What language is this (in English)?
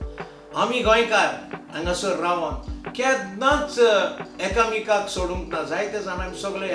Konkani